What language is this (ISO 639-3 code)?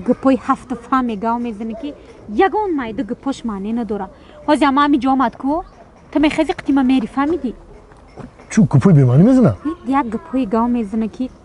tgk